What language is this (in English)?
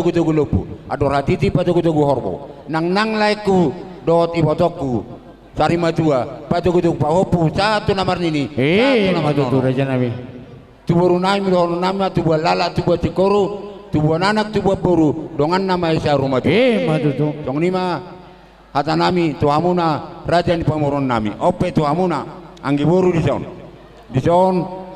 Batak Toba